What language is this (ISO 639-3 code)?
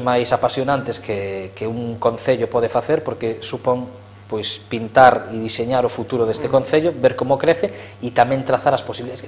glg